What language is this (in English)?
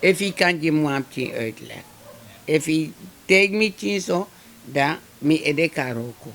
Sranan Tongo